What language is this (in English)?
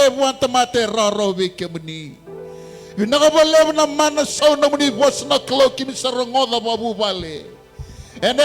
Fijian